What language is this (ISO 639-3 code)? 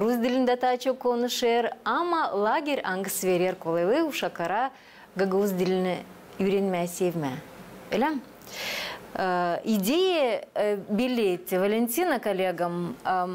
gag